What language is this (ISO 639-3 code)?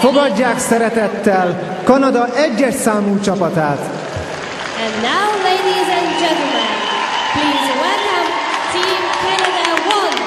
hun